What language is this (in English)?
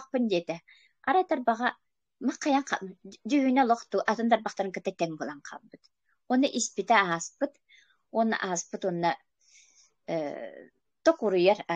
Yakut